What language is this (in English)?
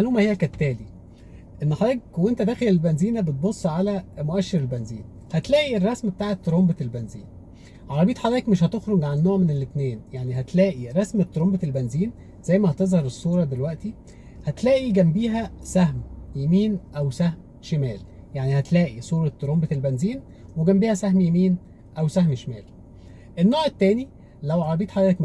Egyptian Arabic